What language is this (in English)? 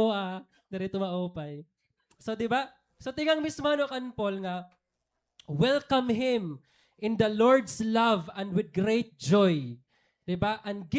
Waray